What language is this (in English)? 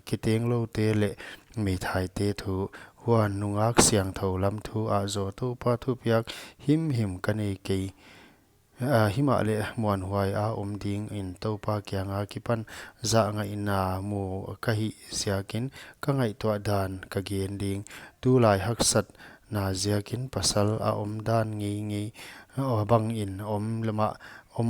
Paite Chin